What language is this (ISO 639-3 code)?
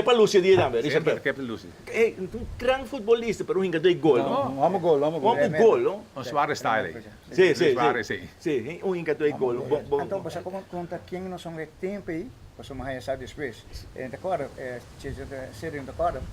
pap